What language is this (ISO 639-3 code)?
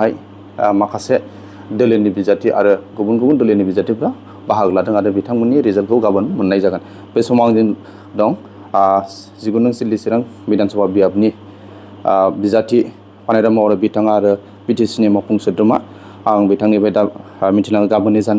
brx